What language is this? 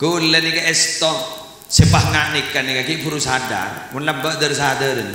Madurese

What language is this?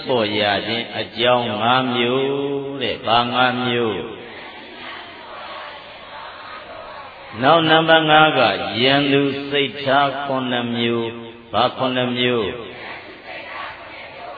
Burmese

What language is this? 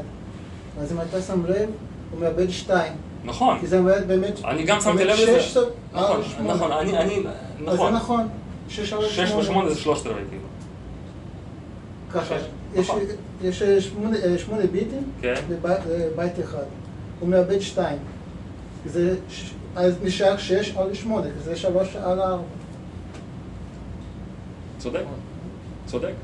Hebrew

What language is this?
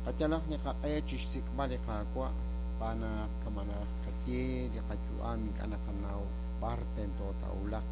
Kekchí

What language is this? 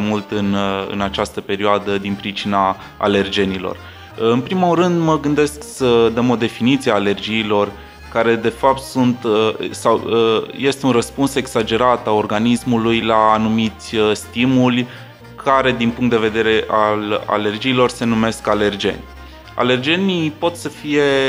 Romanian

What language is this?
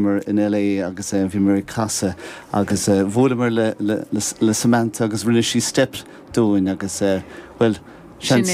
Irish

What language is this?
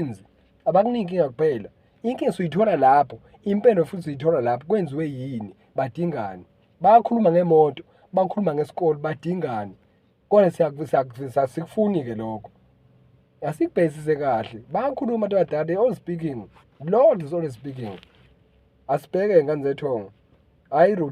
Zulu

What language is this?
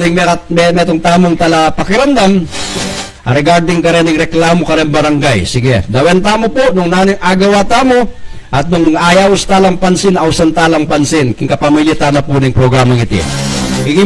Pampanga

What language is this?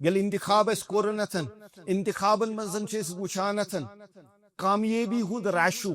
Kashmiri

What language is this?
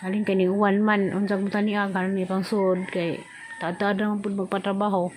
Cebuano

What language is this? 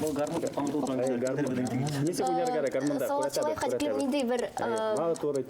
Bashkir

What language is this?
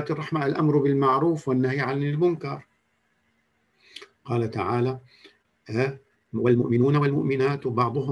Arabic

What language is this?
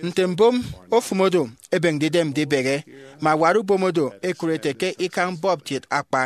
Efik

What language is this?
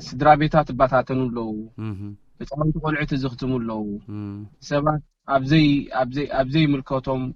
Tigrinya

